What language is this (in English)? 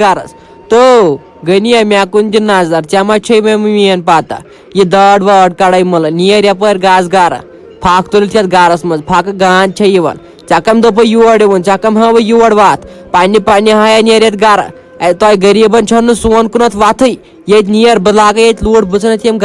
Kashmiri